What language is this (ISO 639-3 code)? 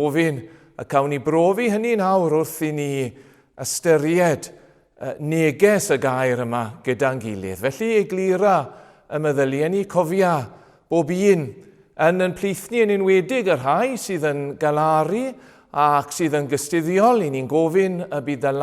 cym